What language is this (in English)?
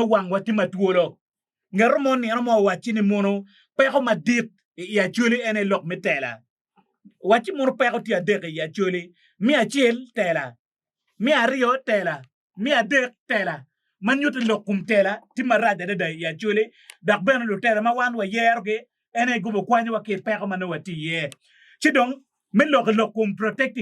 Acoli